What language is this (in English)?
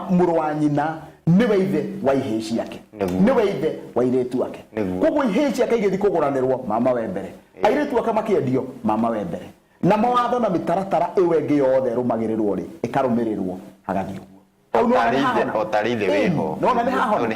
Kikuyu